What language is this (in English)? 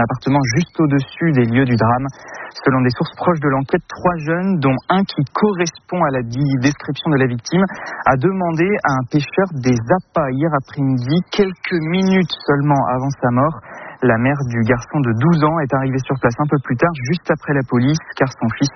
French